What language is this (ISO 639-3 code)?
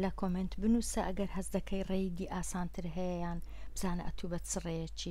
ckb